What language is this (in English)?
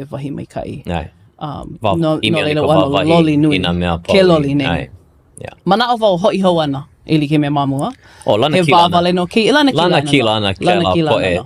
Hawaiian